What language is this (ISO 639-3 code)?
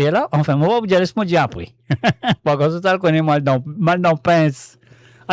mfe